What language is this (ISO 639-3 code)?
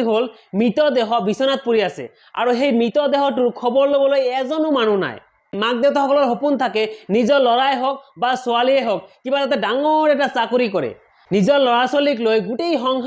asm